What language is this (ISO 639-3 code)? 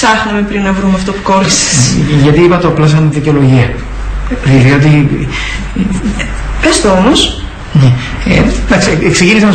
ell